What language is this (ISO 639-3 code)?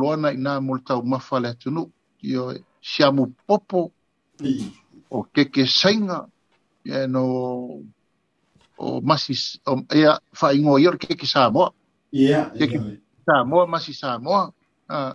smo